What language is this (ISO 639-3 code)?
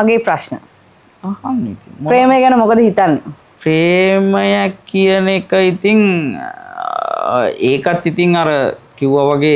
sin